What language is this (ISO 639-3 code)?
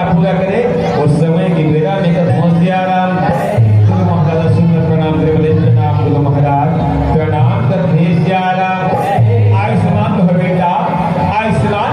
hne